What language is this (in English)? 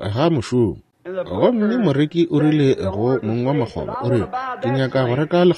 Northern Sotho